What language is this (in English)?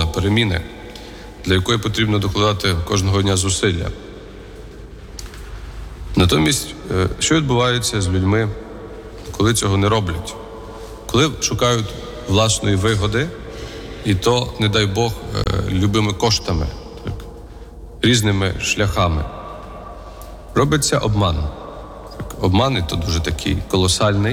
Ukrainian